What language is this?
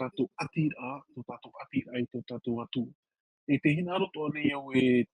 Tahitian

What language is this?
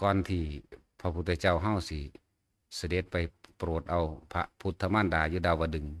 Northeastern Thai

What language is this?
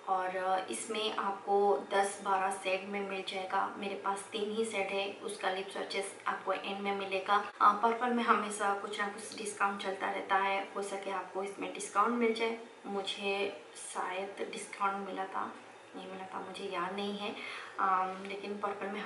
Hindi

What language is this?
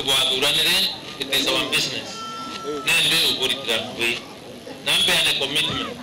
Meru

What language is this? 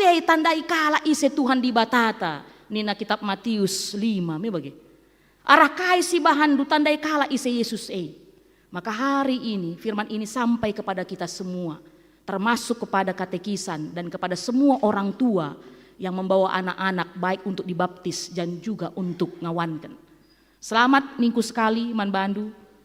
Batak Karo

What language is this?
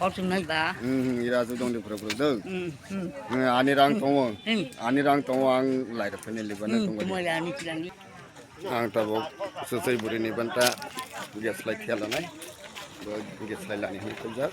Kok Borok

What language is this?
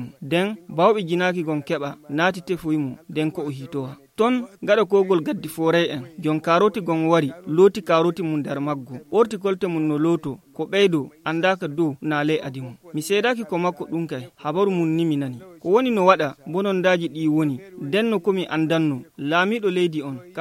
Nigerian Fulfulde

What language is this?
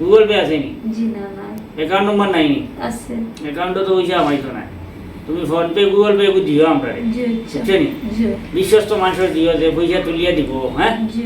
Sylheti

